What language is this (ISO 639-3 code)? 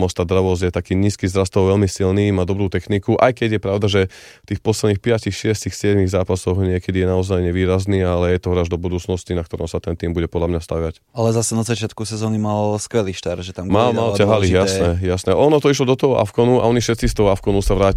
slk